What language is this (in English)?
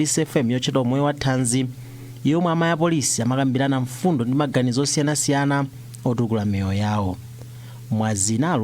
Nyanja